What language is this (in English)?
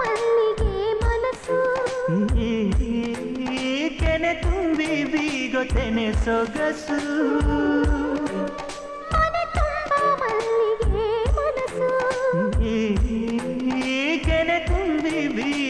Kannada